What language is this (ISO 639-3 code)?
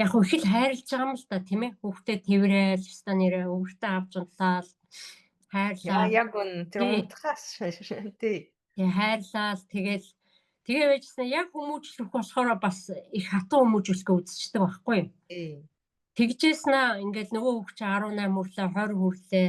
mon